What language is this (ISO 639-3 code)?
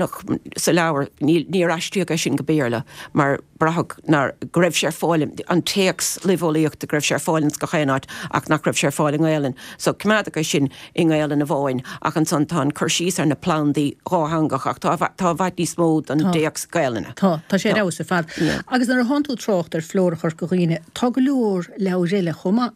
gle